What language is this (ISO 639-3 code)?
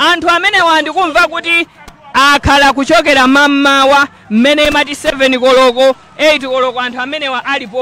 nya